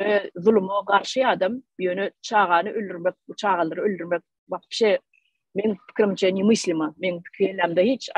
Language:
Turkmen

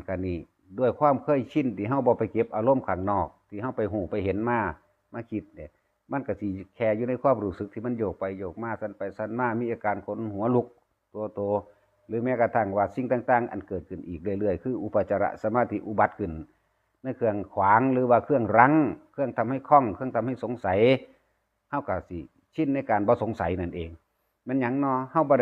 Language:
Northeastern Thai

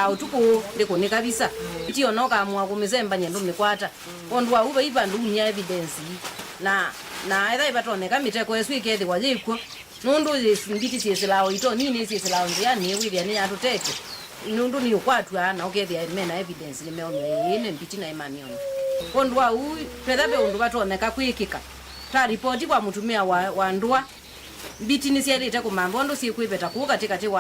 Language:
Kamba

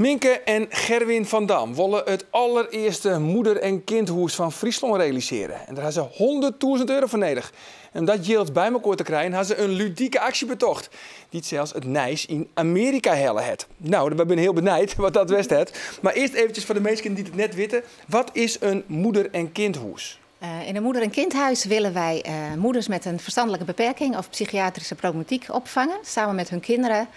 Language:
Western Frisian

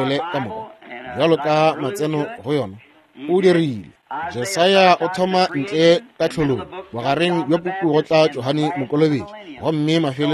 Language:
Northern Sotho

